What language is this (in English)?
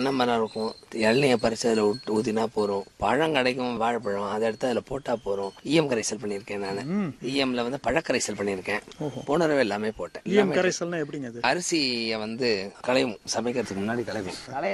Tamil